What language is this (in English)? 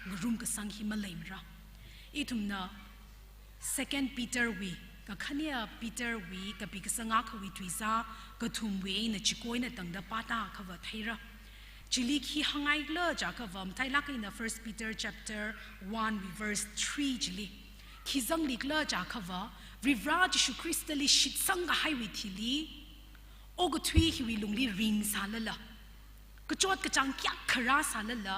Tangkhul Naga (India)